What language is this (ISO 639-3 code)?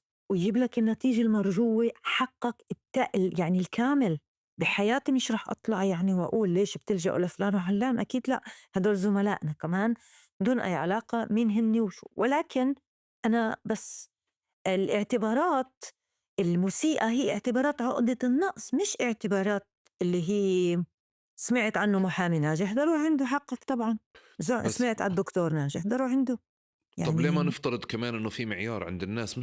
apc